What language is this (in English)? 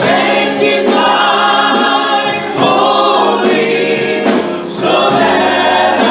Samoan